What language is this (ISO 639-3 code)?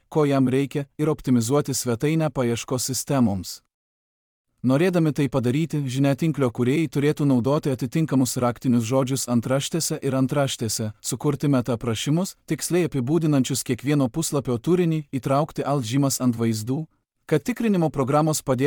lit